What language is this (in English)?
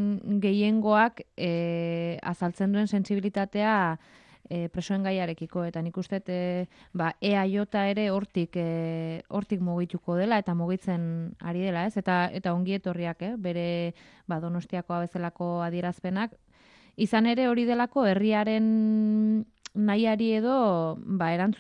Basque